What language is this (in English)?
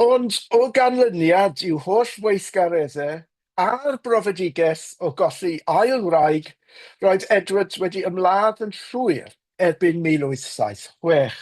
Welsh